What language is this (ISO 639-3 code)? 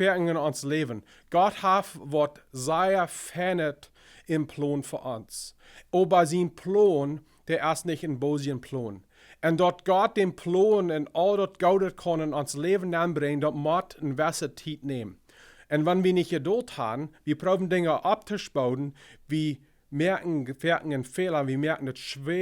pdt